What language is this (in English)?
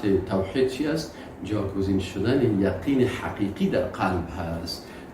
Persian